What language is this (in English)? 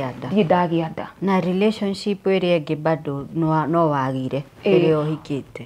Kikuyu